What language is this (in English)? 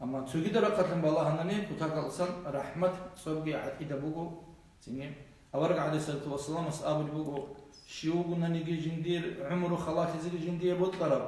Avaric